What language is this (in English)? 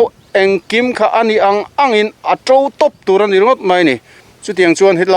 Mizo